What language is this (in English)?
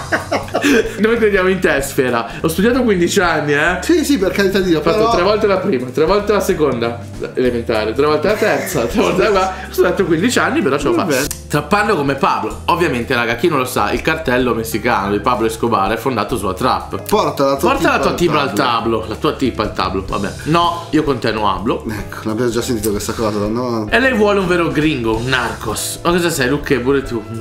Italian